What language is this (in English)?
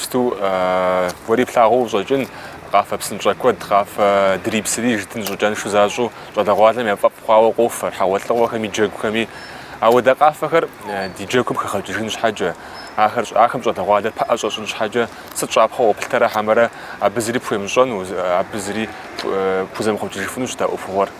Kabardian